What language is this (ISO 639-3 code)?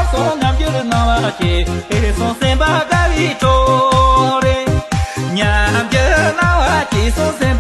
bod